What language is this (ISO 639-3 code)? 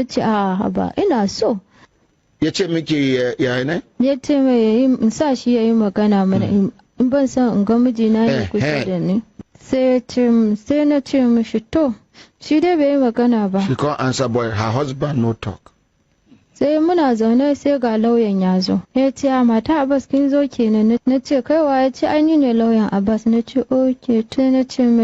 hau